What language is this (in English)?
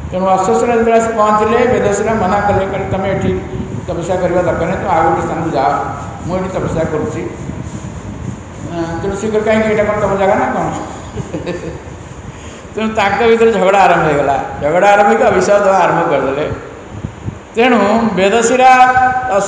Odia